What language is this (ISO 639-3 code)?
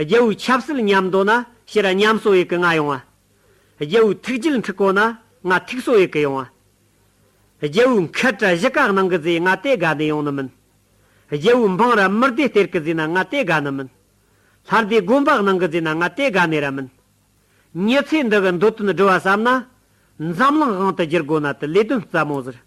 bod